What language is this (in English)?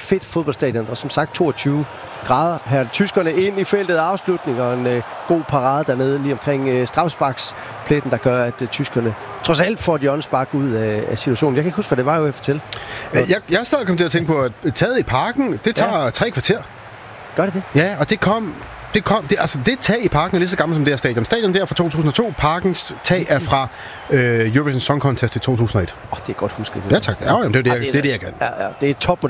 Danish